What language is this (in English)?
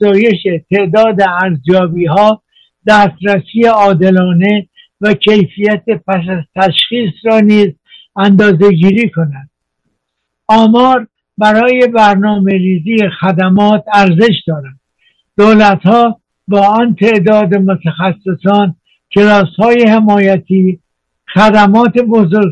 Persian